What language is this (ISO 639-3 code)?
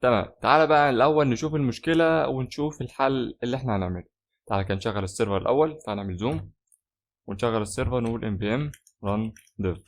arz